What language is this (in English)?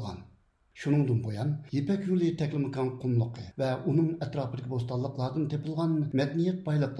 Uyghur